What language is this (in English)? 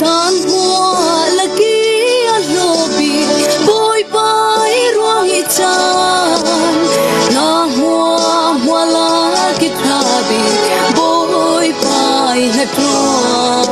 Falam Chin